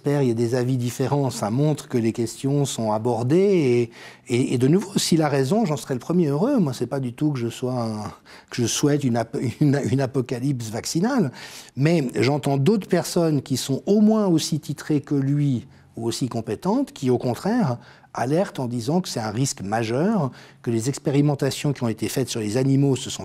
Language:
French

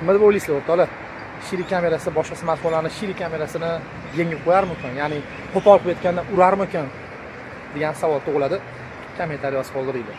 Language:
Uzbek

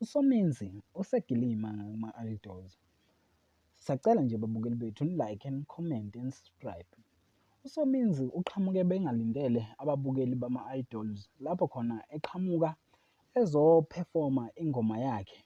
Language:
Zulu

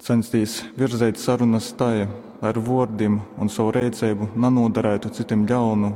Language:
Latgalian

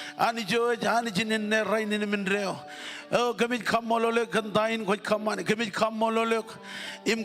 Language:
Marshallese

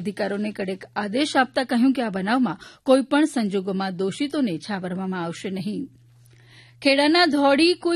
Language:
Gujarati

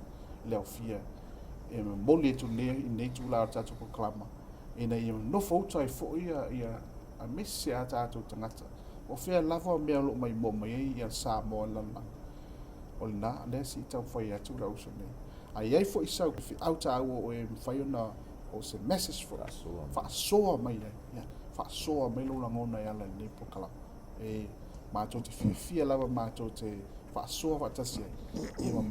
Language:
Samoan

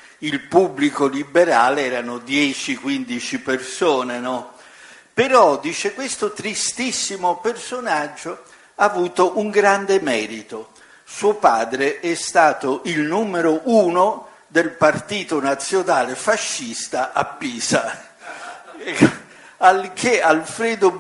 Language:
Italian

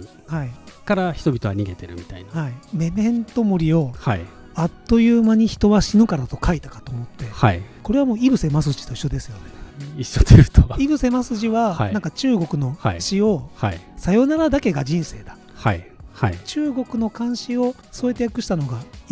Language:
Japanese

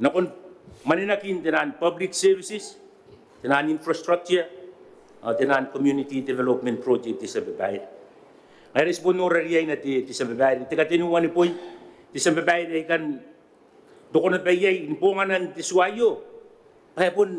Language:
Gilbertese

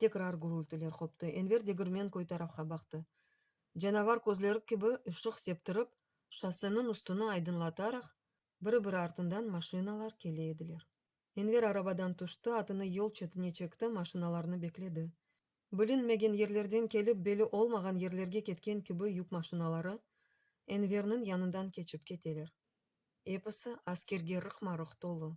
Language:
Crimean Tatar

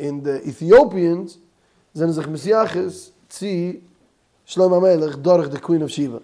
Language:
Yiddish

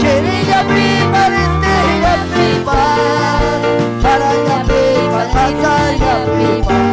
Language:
Ayacucho Quechua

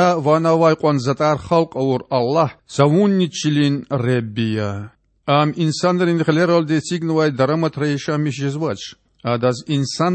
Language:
Lezghian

